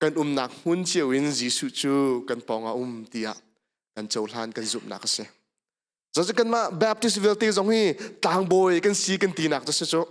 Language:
Hakha Chin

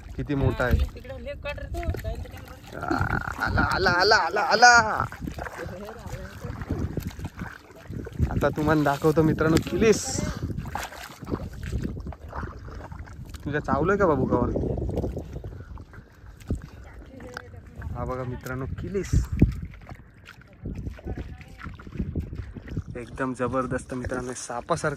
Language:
Marathi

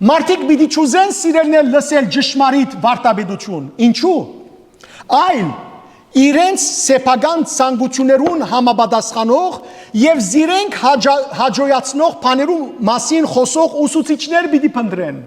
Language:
Western Armenian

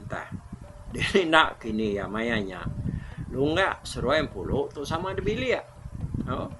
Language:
Iban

